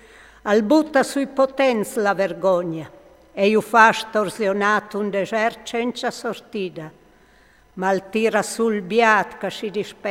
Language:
Friulian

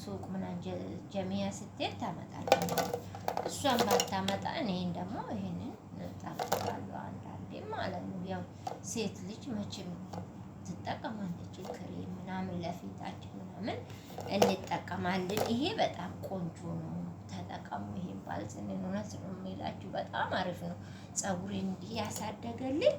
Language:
Amharic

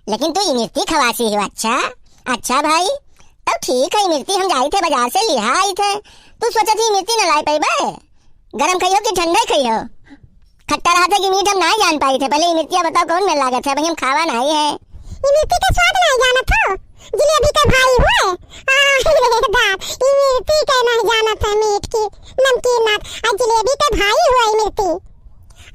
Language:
Awadhi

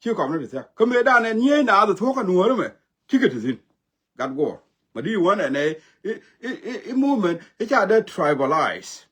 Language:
Nuer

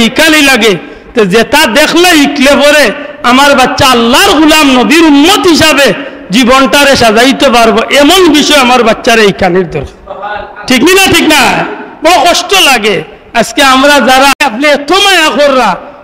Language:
Sylheti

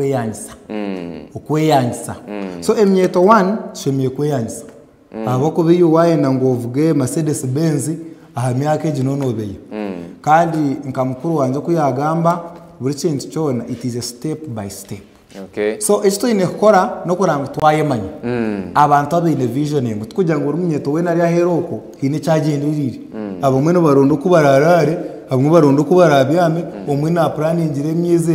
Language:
Nyankole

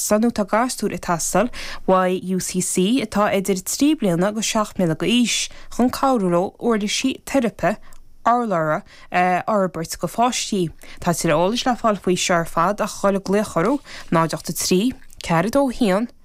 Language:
Irish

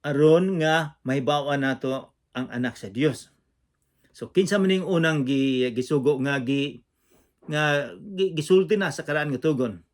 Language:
Cebuano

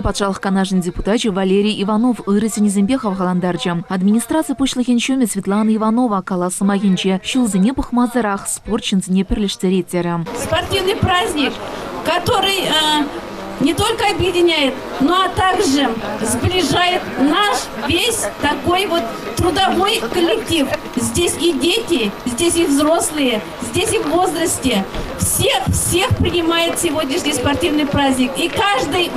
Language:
Chuvash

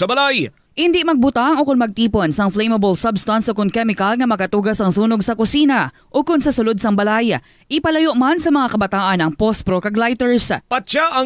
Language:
Hiligaynon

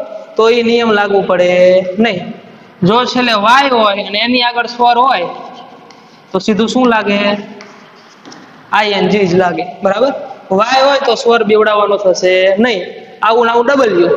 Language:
Gujarati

